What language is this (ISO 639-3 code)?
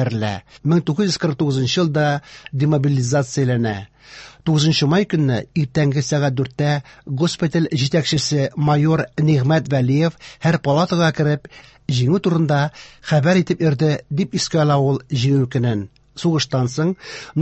tat